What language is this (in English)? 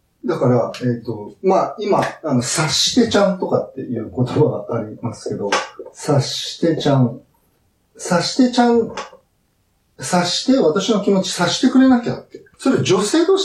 Japanese